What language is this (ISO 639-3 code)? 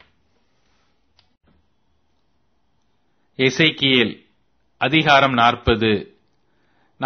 tam